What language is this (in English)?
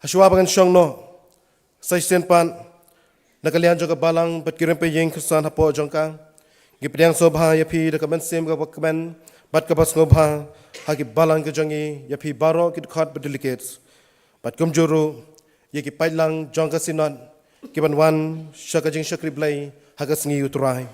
Khasi